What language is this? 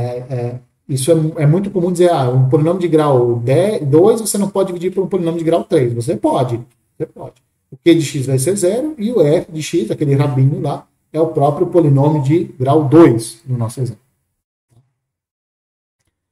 Portuguese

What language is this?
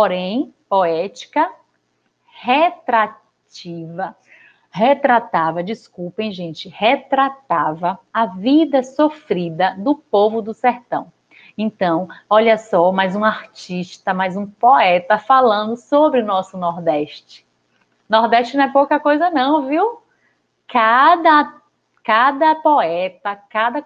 Portuguese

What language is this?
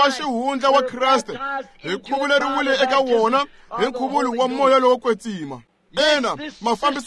Tsonga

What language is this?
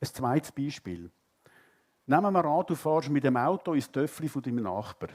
Swiss German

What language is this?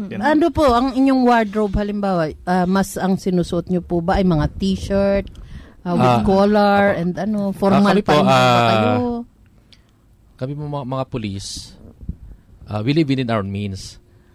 Filipino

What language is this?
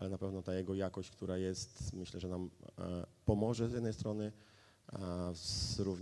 Polish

